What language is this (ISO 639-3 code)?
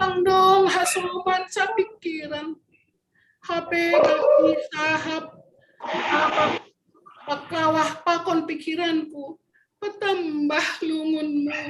bts